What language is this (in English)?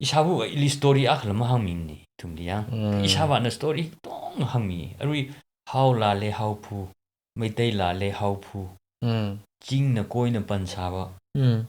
Tangkhul Naga (India)